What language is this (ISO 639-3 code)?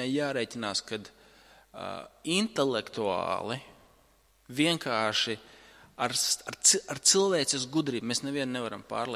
lav